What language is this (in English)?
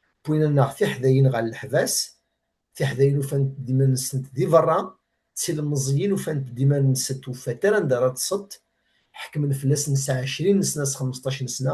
Kabyle